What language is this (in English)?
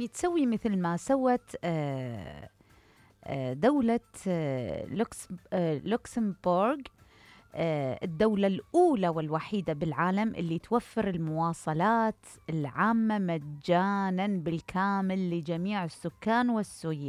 Mesopotamian Arabic